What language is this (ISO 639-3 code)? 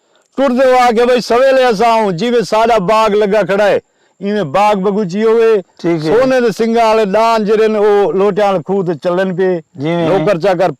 skr